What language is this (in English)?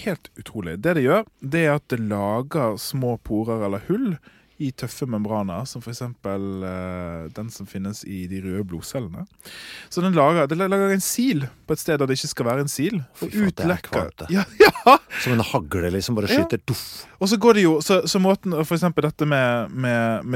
Norwegian